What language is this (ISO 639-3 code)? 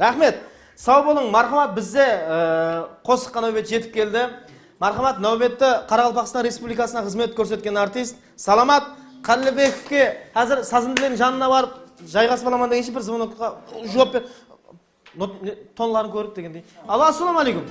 kaa